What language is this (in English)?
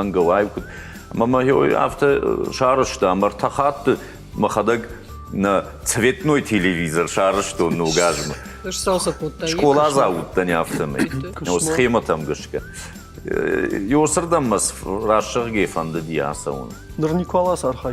Ossetic